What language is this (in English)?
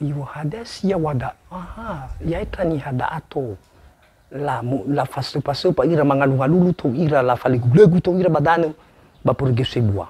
Nias